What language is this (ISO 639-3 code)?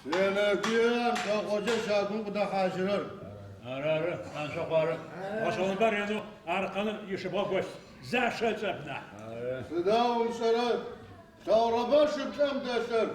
ady